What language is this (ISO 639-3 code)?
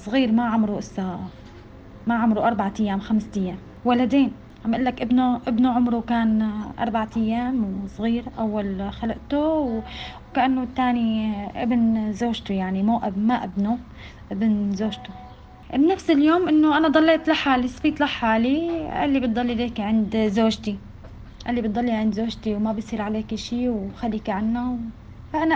apc